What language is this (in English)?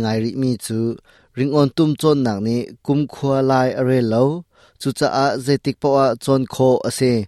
Hakha Chin